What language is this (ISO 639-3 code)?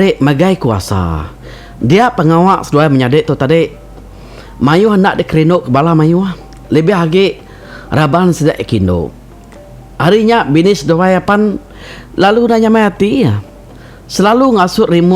iba